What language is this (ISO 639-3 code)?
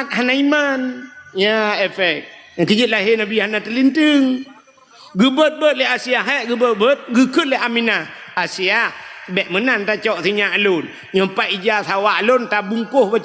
ace